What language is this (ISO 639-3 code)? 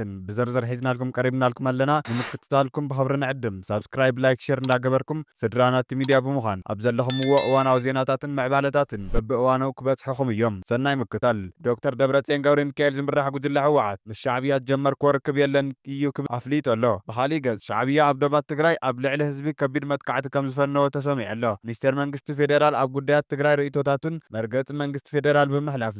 tir